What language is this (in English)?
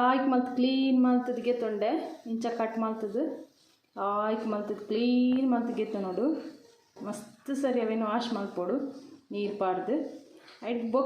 Tulu